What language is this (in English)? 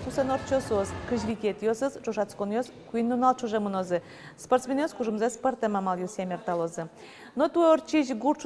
Udmurt